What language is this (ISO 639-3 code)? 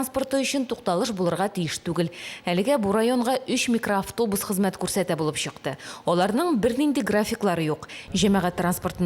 tat